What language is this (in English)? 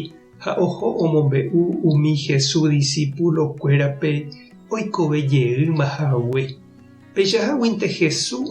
Guarani